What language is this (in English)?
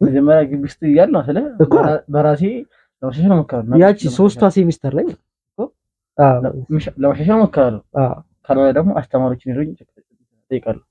Amharic